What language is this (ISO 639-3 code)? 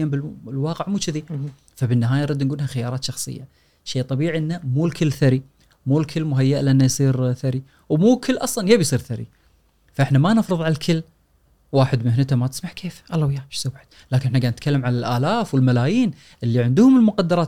afb